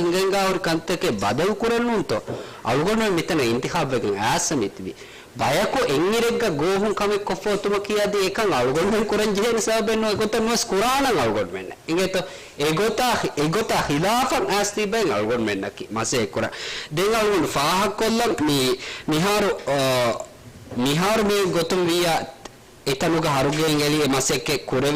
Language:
Divehi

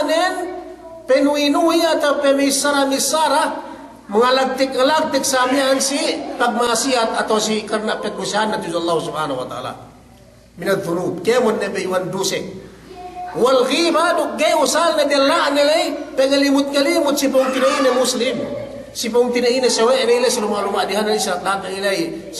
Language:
Yakan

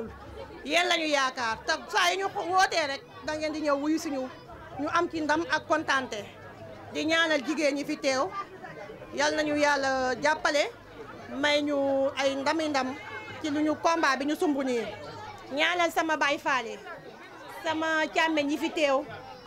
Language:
Wolof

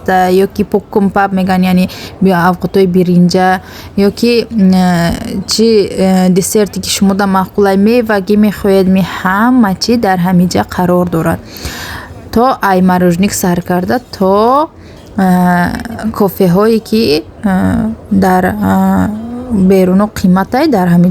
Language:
Tajik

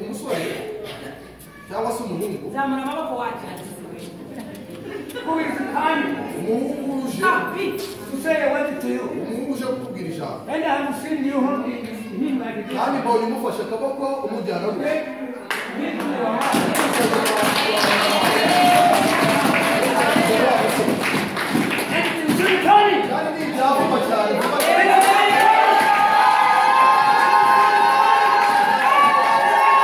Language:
Kinyarwanda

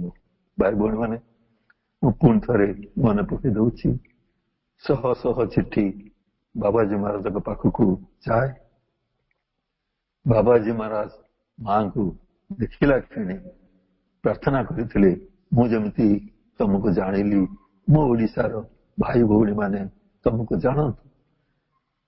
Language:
Odia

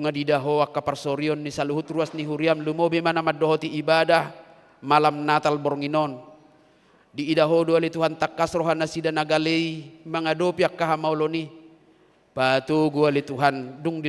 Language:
Batak Toba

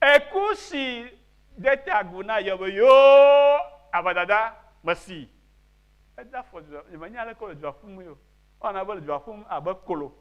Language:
Ewe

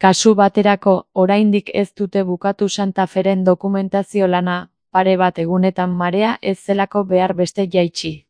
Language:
Basque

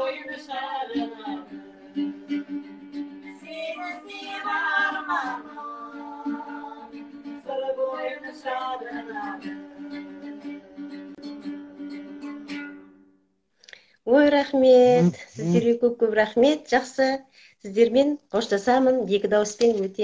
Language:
Kazakh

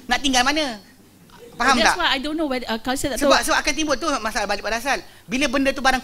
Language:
Malay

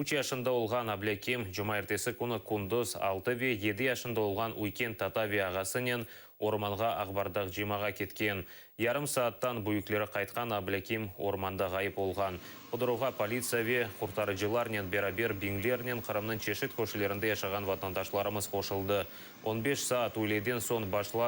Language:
Crimean Tatar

